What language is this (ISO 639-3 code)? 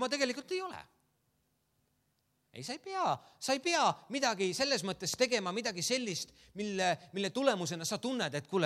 est